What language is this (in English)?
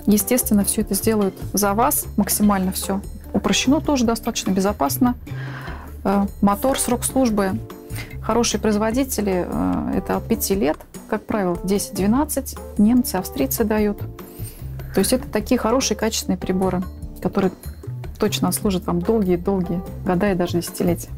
Russian